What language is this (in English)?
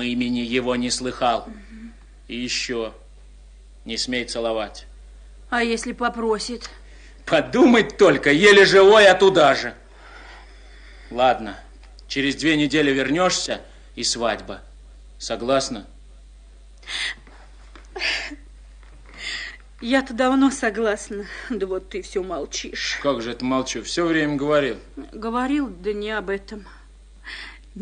Russian